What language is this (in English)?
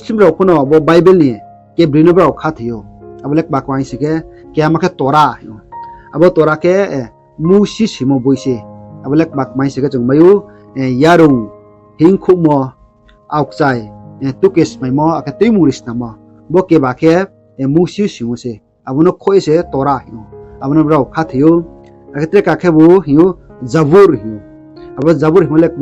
Riang (India)